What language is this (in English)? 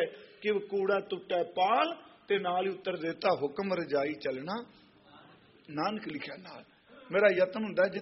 Punjabi